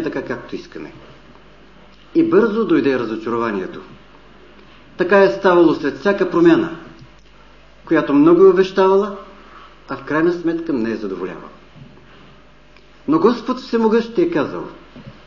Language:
Bulgarian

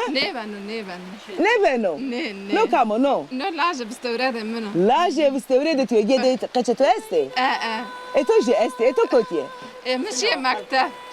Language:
Zaza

